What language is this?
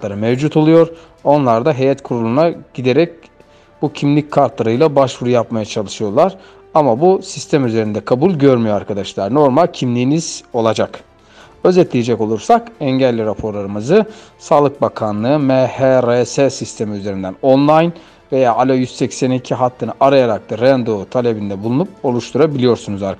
Turkish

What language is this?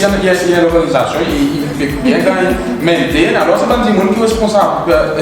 Seselwa Creole French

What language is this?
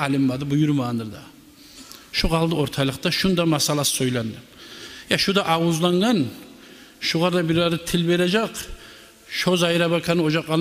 Kumyk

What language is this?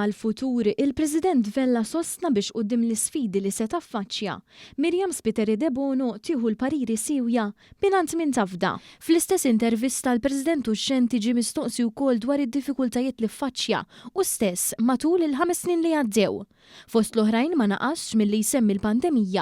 Maltese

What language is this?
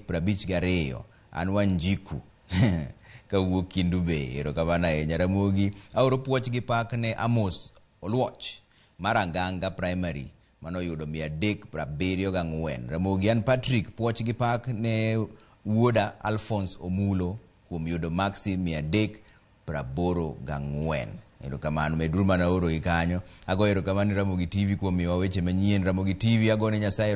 Luo (Kenya and Tanzania)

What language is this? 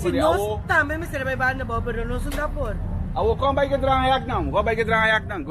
Papiamento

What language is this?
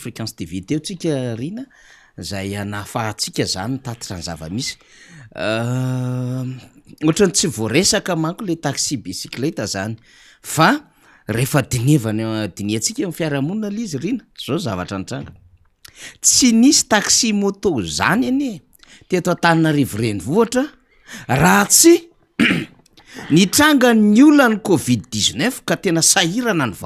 Malagasy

